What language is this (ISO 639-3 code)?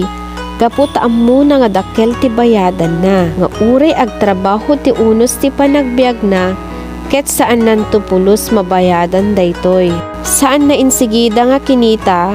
ilo